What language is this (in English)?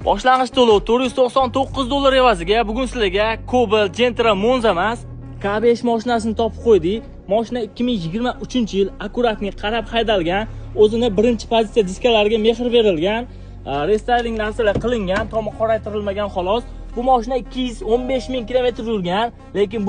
Uzbek